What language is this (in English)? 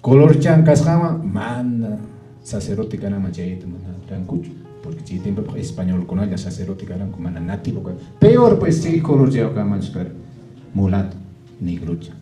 Quechua